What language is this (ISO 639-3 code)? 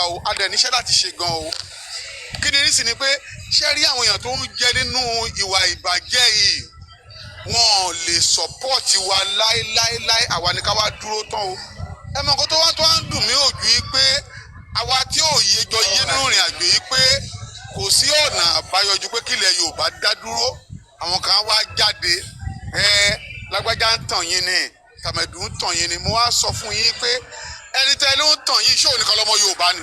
yor